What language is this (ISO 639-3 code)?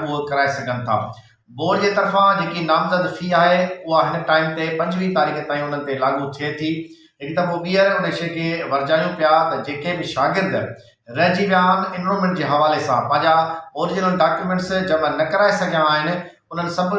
snd